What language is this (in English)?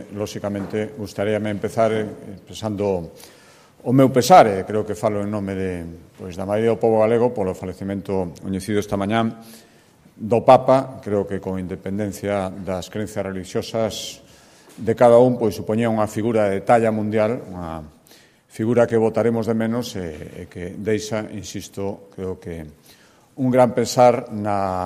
Galician